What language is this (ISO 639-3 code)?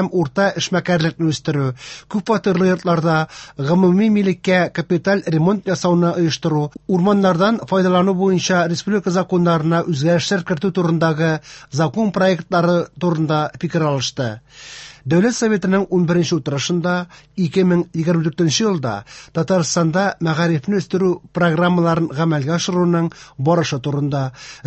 tat